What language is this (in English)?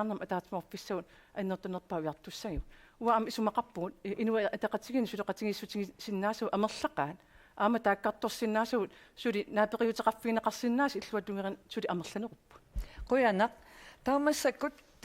Kalaallisut